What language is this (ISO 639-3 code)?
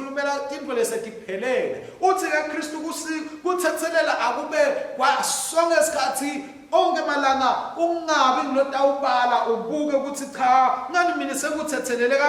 ssw